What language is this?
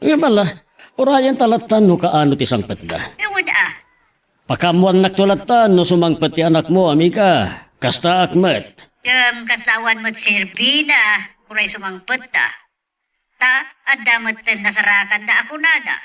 Iloko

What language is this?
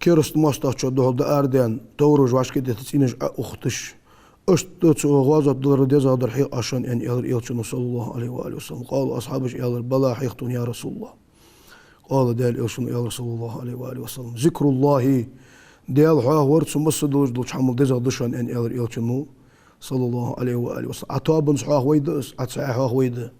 Ingush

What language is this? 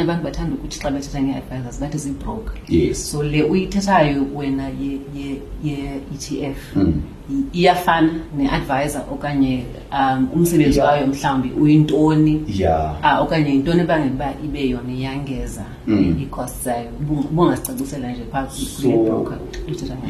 Xhosa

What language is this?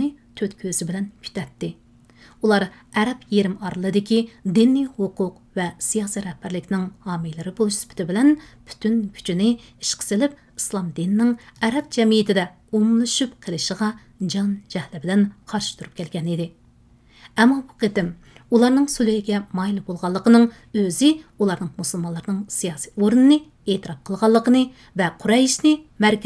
Uyghur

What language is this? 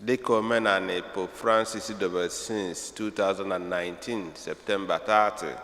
Igbo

